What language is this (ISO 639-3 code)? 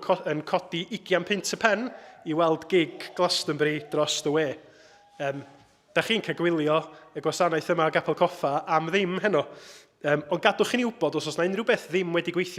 cym